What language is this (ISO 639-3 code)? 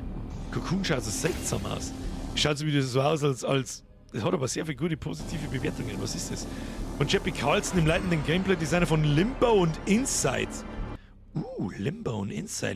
bar